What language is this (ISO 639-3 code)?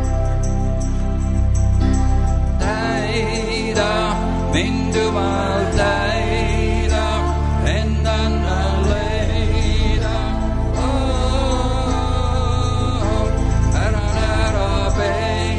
est